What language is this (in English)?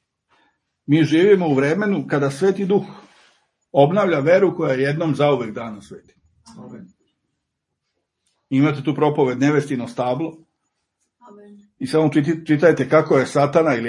Serbian